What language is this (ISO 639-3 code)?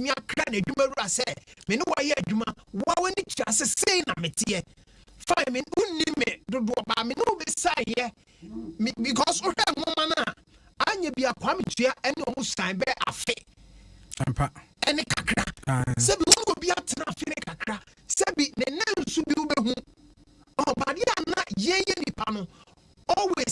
aka